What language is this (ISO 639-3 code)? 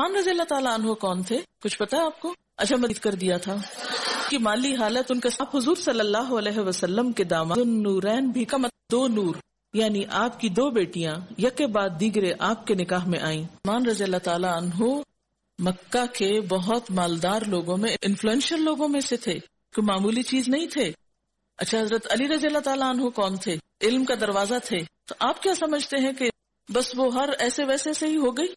urd